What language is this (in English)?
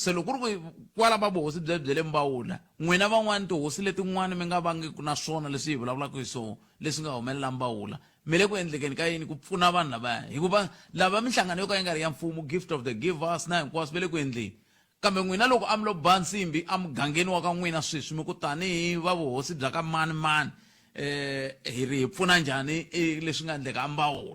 Tsonga